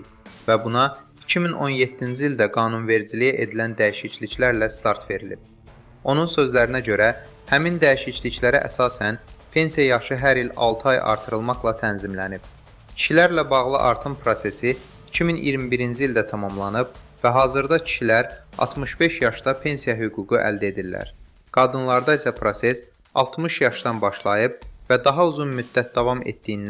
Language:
Azerbaijani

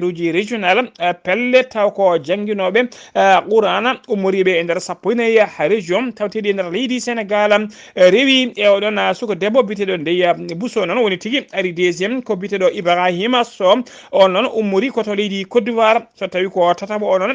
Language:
Fula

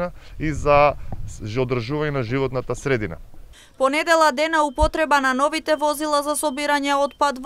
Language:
Macedonian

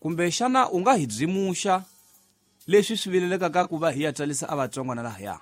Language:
Tsonga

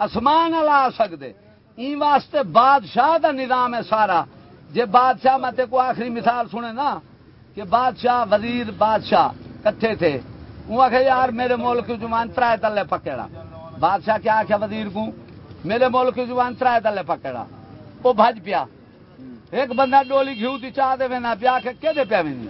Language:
Saraiki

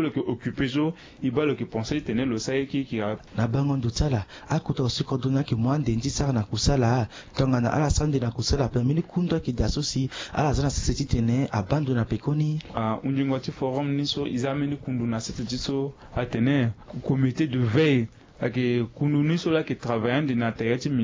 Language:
Sango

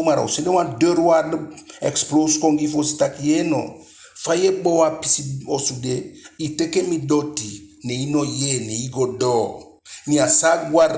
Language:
Eastern Maroon Creole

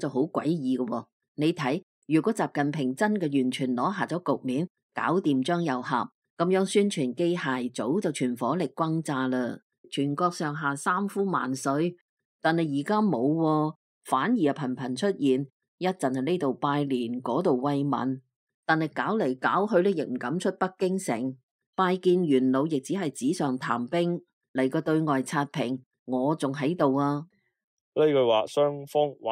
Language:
Cantonese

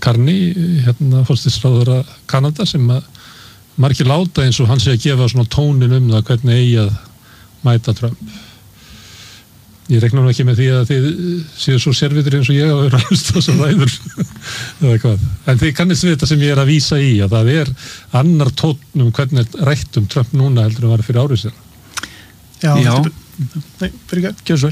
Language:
Icelandic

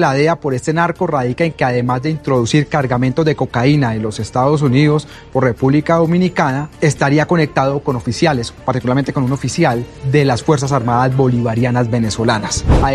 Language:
Spanish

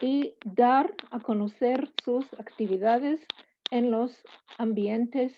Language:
Ladino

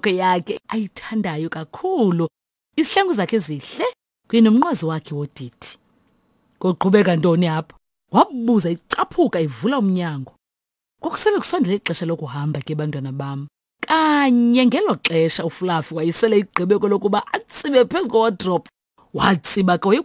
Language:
Xhosa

